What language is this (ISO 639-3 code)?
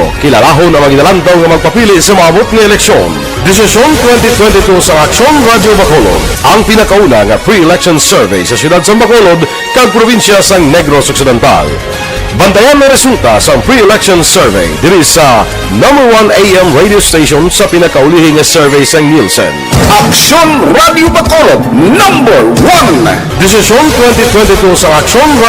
hil